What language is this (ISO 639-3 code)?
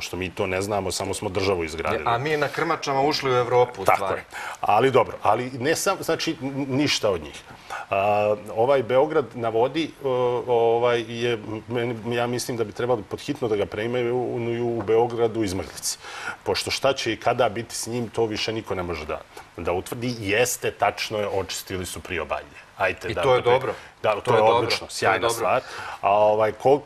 srp